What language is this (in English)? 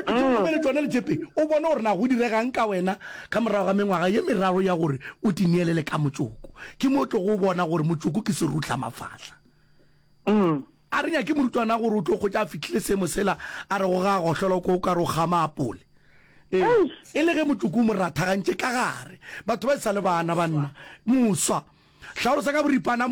Northern Sotho